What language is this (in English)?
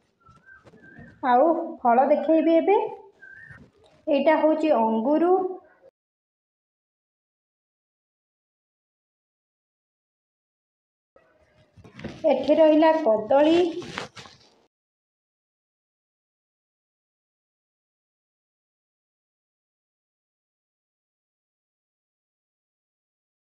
Odia